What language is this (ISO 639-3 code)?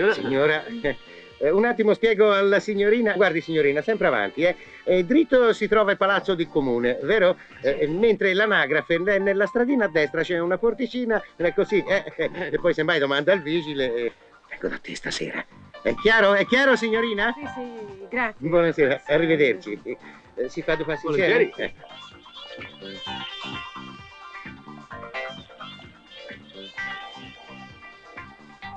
ita